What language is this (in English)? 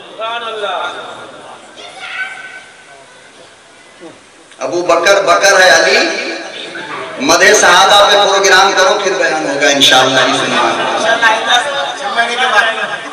Hindi